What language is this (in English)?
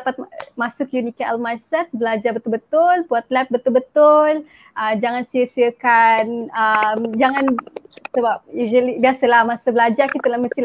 Malay